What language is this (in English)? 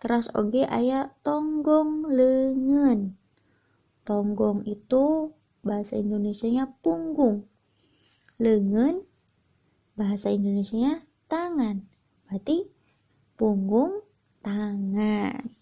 Sundanese